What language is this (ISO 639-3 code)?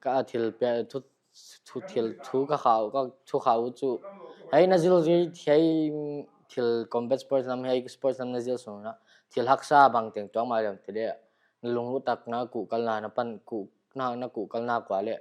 pck